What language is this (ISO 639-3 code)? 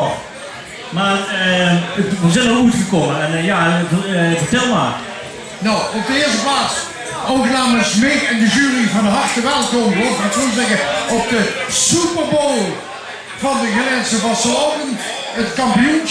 lim